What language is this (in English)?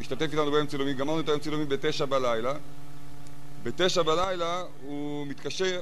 Hebrew